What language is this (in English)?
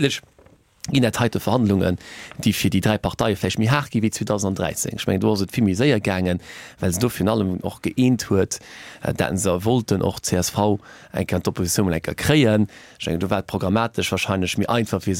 Luxembourgish